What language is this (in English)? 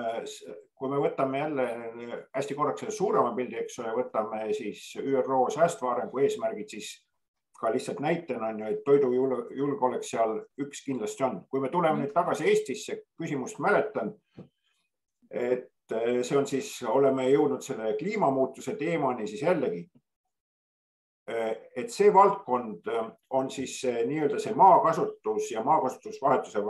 Estonian